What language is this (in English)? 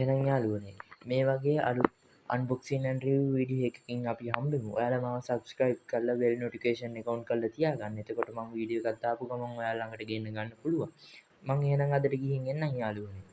Sinhala